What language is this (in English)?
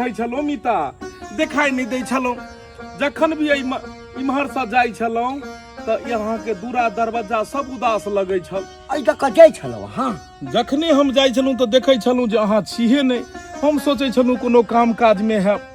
Maithili